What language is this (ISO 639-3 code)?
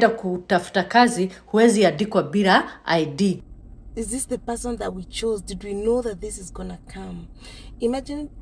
kik